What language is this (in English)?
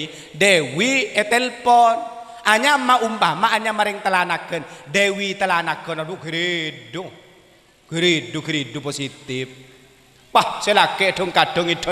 Madurese